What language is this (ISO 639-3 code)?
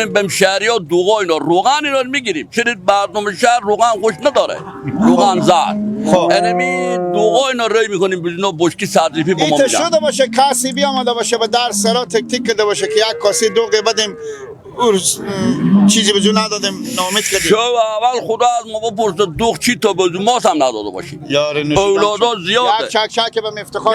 fas